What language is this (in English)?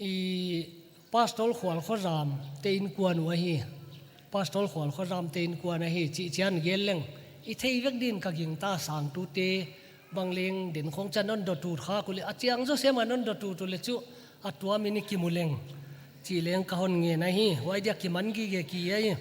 Paite Chin